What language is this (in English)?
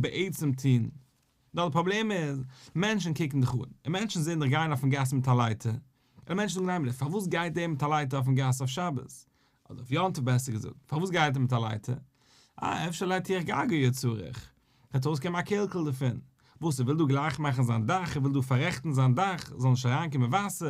Yiddish